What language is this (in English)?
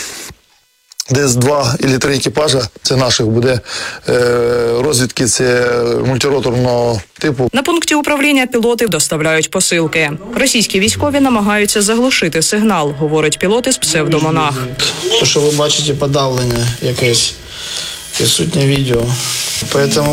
Ukrainian